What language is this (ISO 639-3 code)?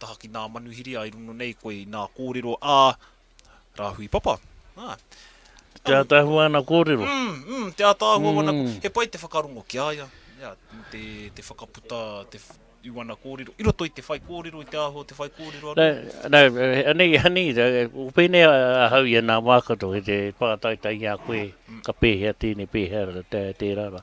mri